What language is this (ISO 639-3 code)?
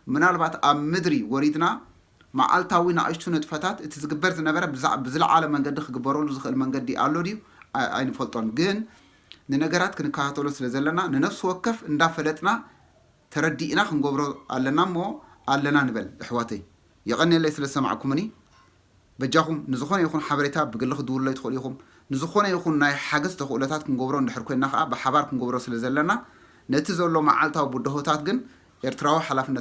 tir